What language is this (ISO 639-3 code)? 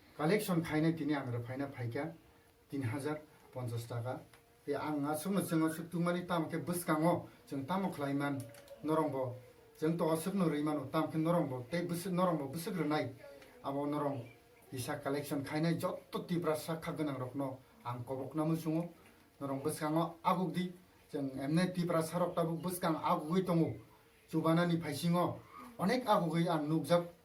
trp